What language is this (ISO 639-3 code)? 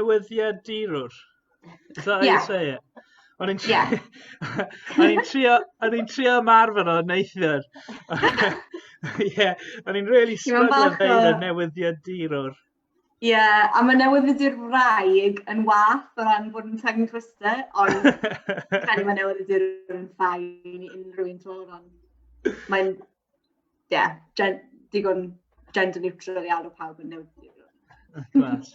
cym